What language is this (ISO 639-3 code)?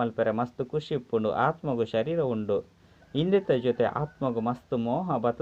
tcy